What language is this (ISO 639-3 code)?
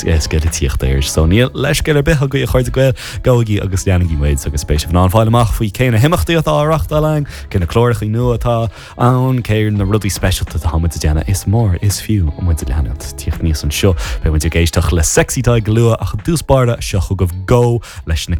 gle